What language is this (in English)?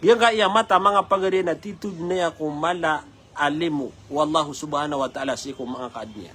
Maranao